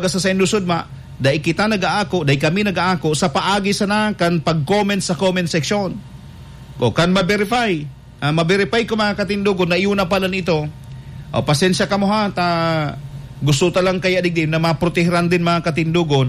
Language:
Bikol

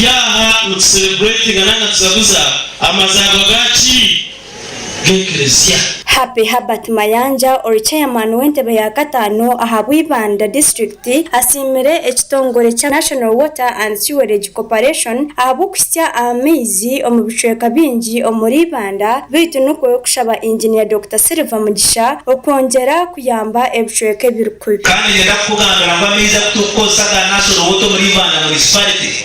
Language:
Nyankole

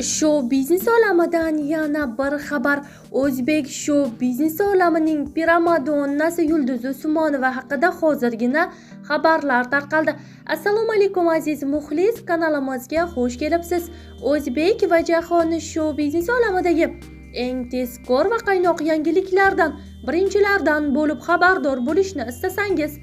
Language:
Uzbek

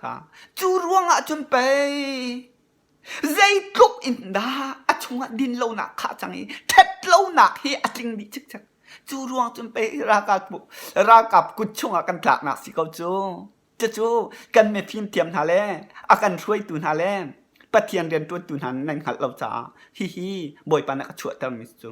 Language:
Hakha Chin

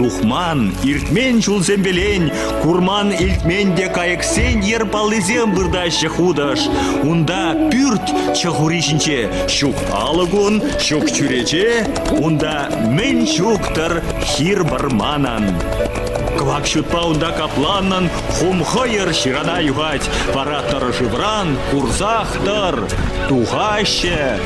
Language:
Chuvash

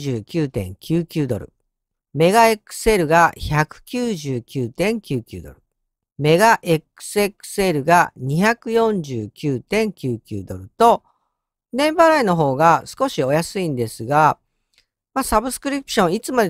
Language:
Japanese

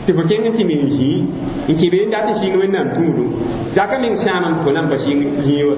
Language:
Mossi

